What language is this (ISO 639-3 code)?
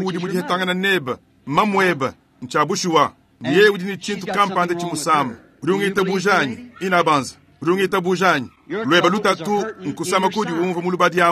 lua